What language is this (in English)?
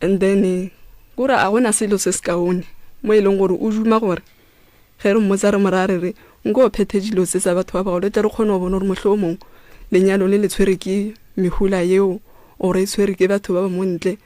Northern Sotho